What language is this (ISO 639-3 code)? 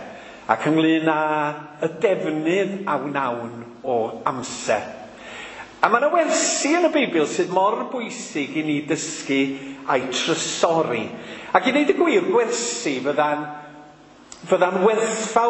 cym